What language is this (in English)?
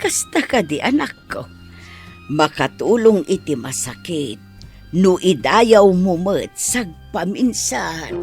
Iloko